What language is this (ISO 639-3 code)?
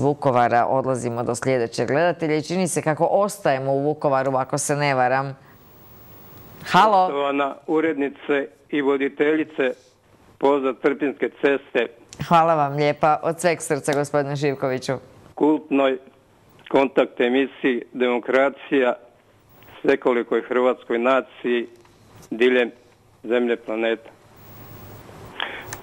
hrv